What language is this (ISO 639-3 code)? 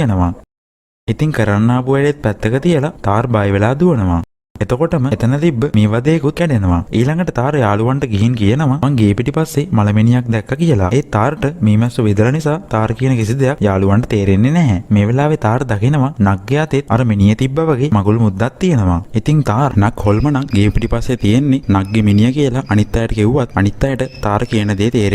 sin